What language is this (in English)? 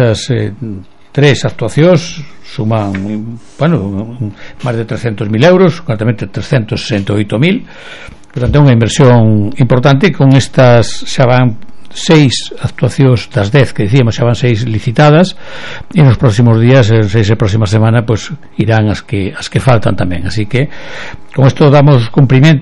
Galician